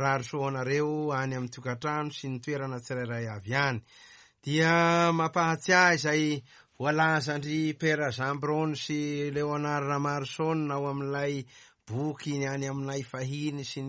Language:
Malagasy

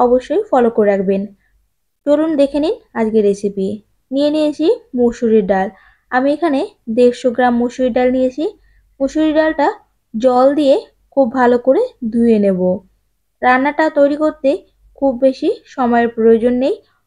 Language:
Bangla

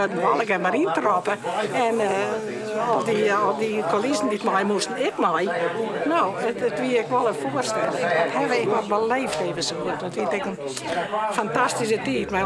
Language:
Western Frisian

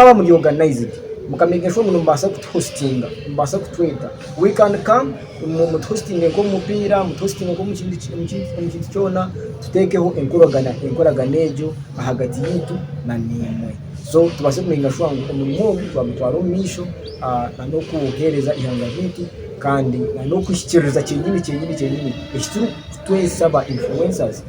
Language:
Nyankole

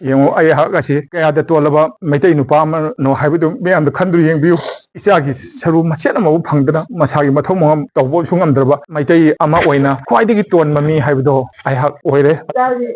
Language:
Manipuri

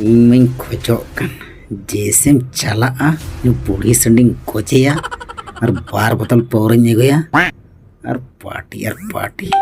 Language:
Santali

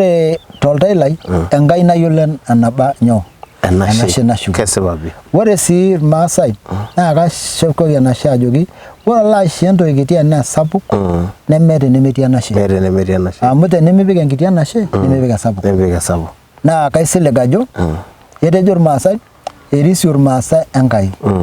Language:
Masai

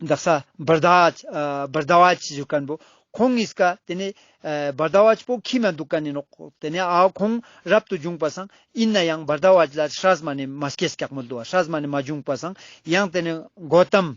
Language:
Ladakhi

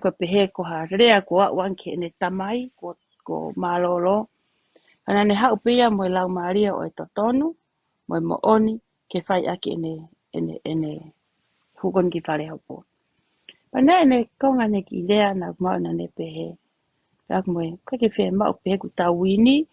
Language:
Tongan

